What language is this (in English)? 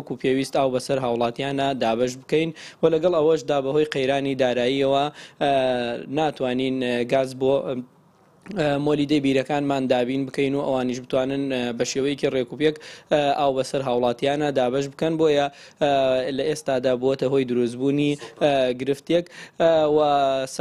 Central Kurdish